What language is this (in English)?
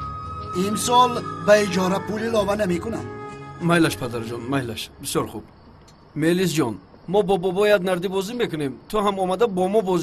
Tajik